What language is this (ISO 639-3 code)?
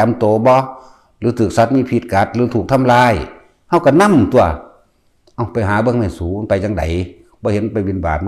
lao